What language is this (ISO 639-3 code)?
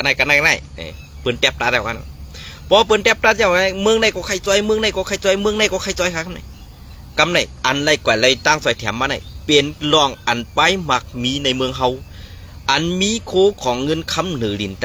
shn